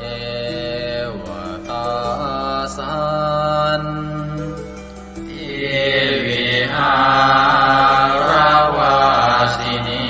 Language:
Pali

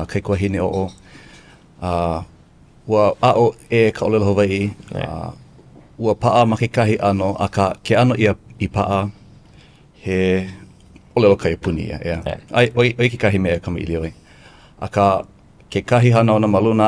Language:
Hawaiian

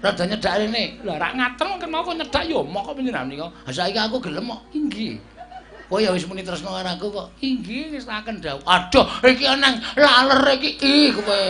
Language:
Javanese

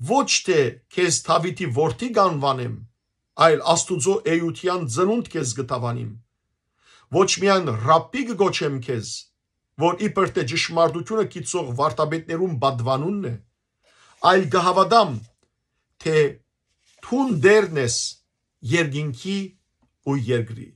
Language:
Western Armenian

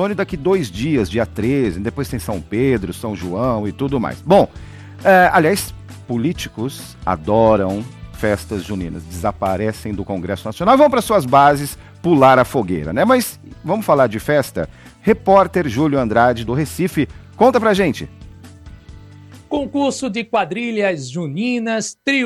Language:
Portuguese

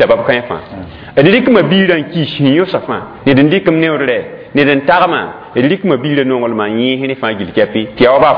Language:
Mossi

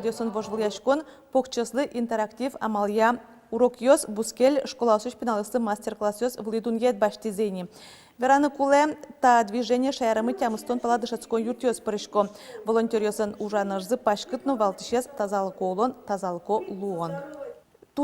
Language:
Udmurt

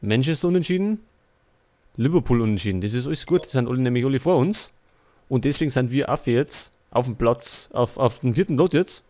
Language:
Bavarian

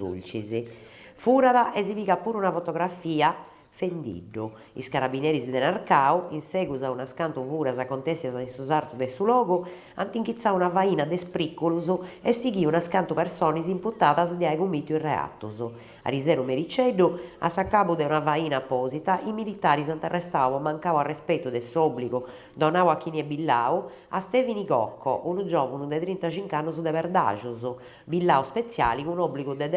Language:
Sardinian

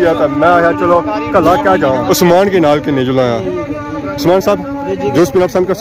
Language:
Pahari-Potwari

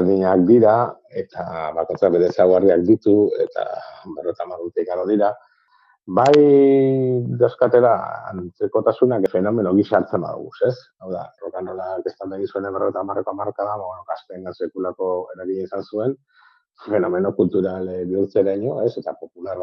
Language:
Basque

